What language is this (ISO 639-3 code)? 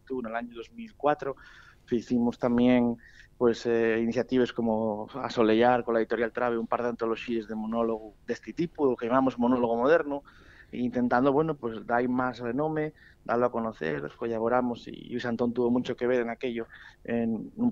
ast